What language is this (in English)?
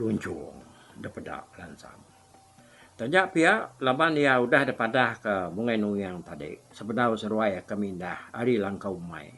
Iban